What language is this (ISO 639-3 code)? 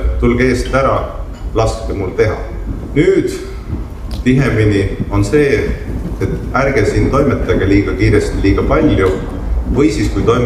est